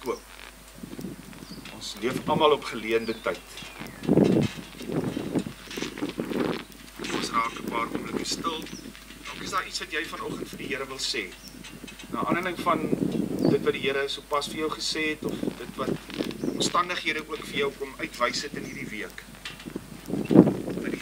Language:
Afrikaans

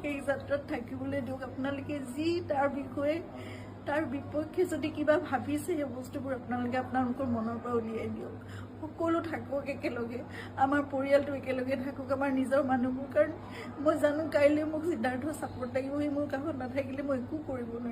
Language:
Assamese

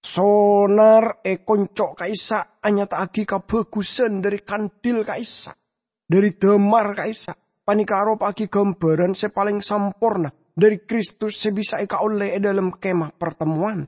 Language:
Madurese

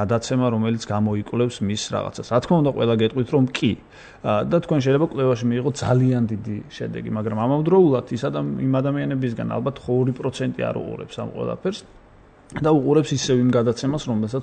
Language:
Georgian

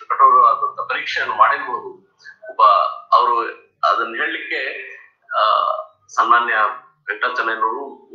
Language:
Kannada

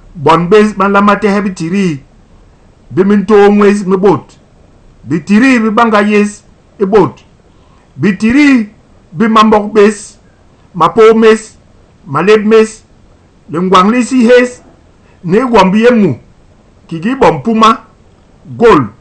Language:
Basaa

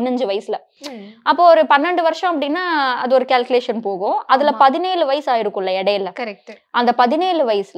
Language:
Tamil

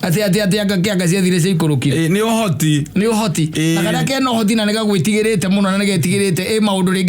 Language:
Kikuyu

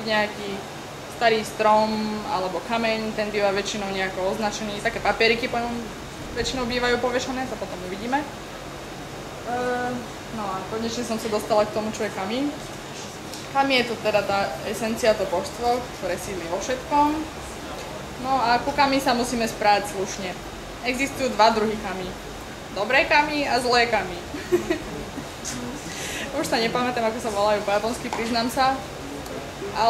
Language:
Slovak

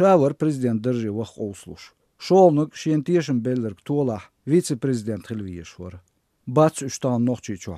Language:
Chechen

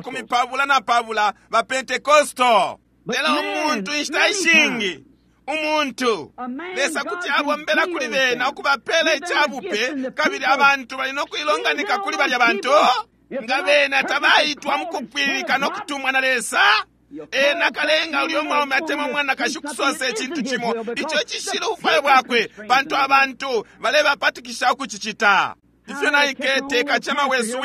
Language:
Bemba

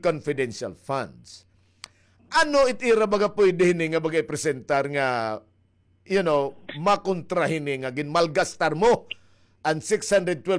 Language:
Waray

